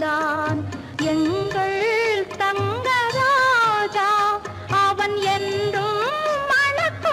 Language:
Tamil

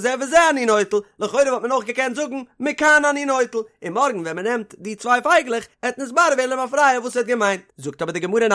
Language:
Yiddish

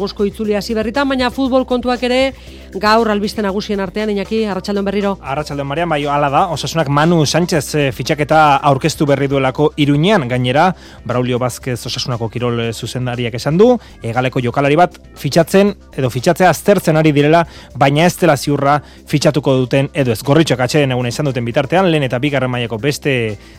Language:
Basque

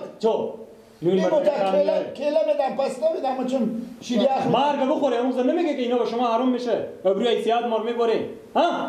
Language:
Persian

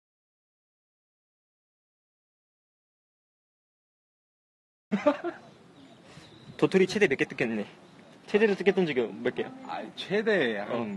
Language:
Korean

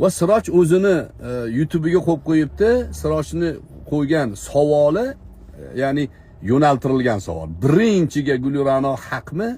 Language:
Uzbek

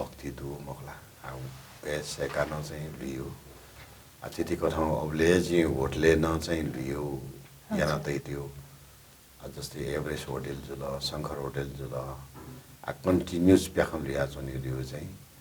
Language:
Newari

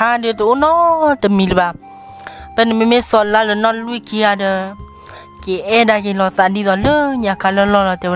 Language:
S'gaw Karen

